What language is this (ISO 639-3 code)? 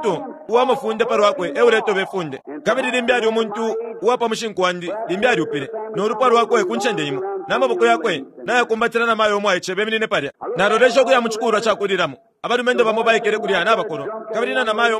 bem